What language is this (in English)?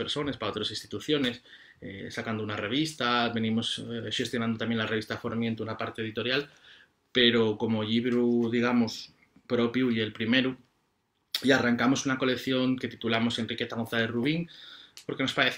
Asturian